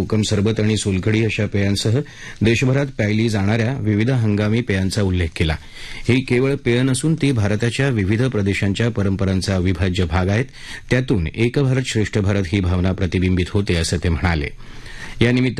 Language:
Marathi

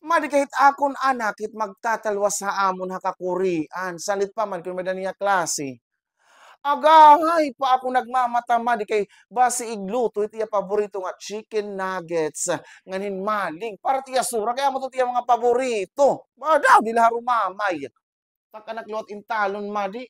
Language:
Waray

